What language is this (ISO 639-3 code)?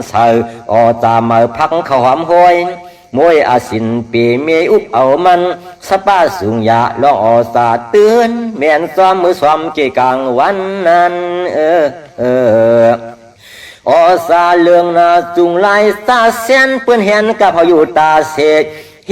shn